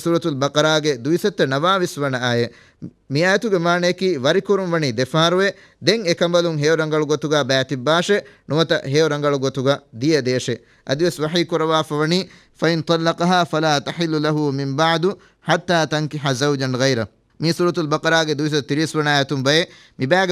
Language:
Divehi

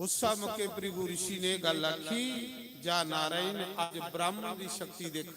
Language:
Dogri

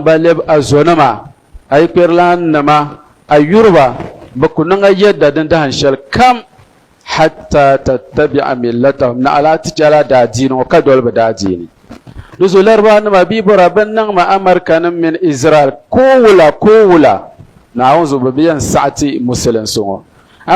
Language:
Dagbani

